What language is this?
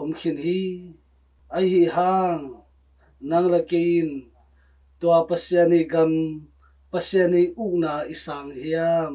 Tedim Chin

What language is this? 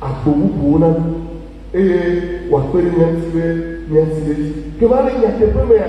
Ewe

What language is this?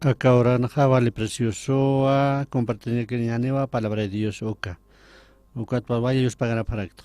Aymara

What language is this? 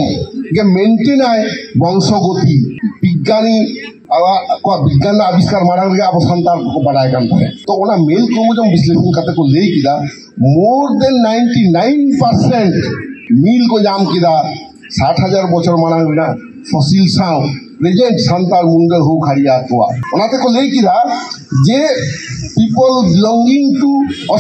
Santali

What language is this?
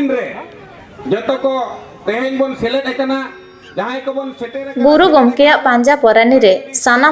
Santali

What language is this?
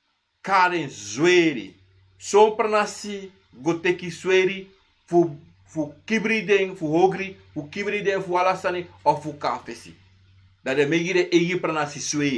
Sranan Tongo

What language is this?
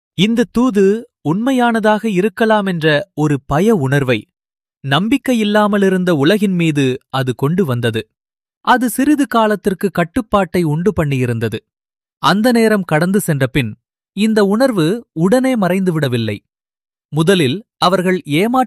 Tamil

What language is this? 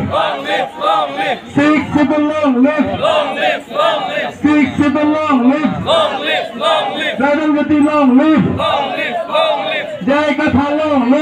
Karbi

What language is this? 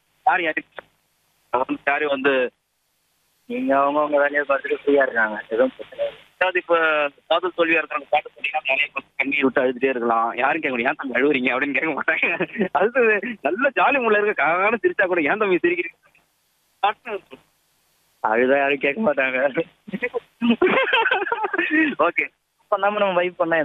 Tamil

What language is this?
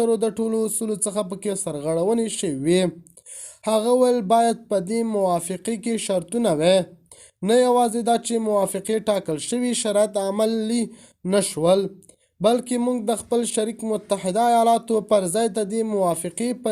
Pashto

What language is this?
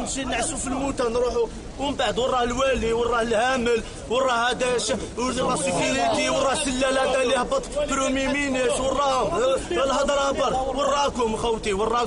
Algerian Arabic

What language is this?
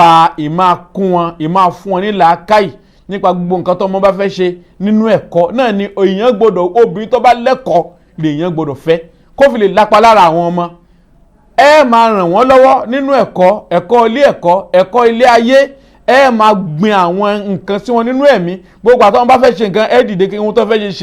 Yoruba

